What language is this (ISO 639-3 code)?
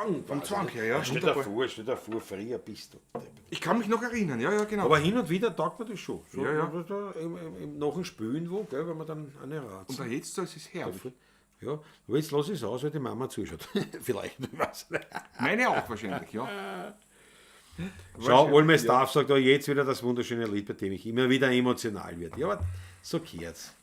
bar